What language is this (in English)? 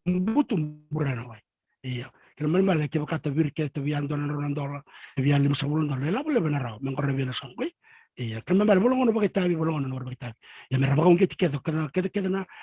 Fijian